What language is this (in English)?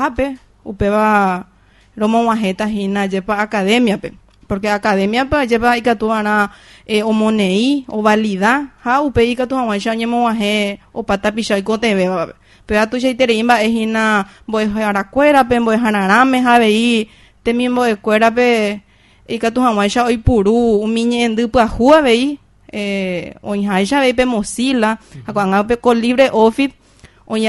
Guarani